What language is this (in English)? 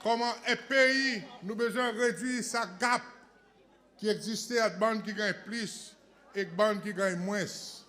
Seselwa Creole French